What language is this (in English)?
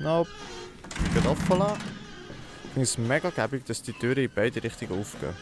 Swiss German